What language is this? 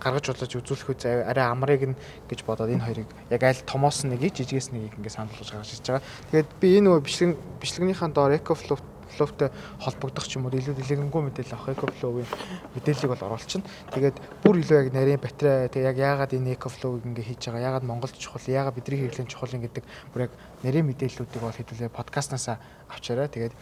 Mongolian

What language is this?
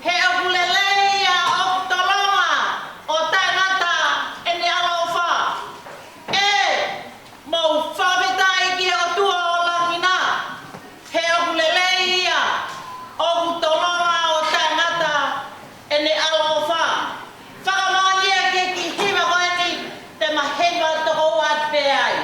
Tongan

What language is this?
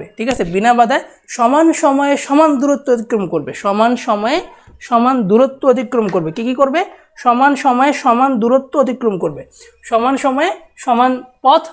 Bangla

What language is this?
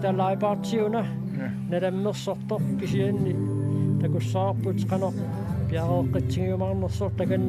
Kalaallisut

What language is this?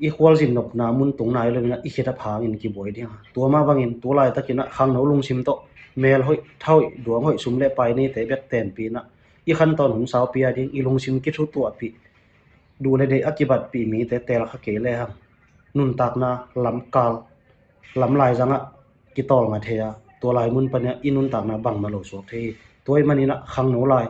Tedim Chin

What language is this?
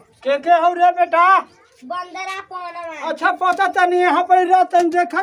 Magahi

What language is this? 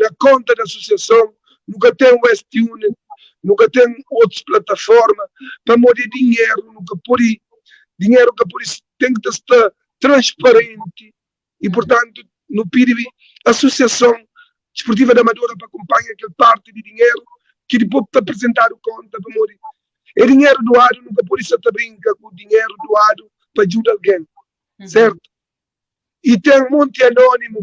Kabuverdianu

